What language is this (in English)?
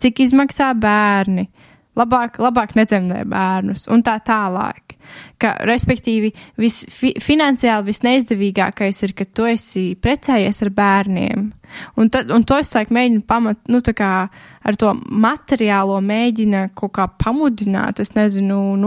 Latvian